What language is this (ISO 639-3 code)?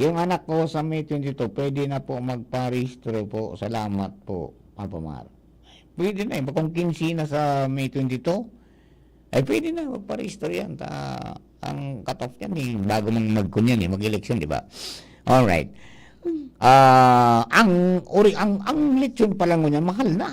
bik